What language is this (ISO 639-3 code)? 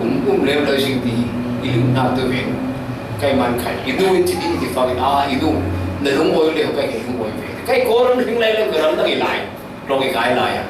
cfm